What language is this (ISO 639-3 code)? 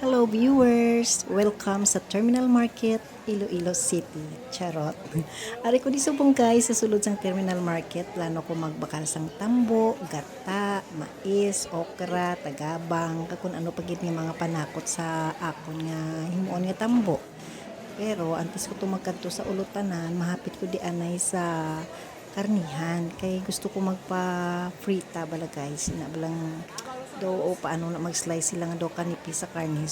hil